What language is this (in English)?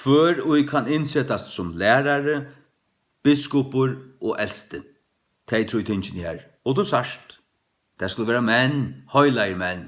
Faroese